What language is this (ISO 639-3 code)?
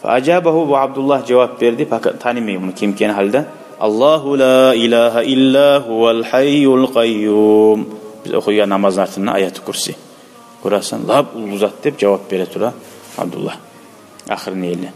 kum